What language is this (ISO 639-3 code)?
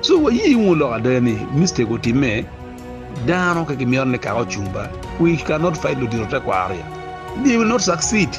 ach